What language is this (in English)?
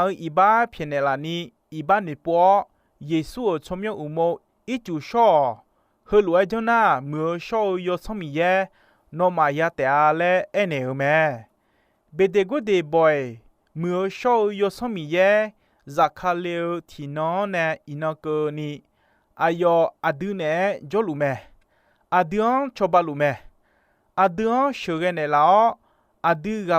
Akha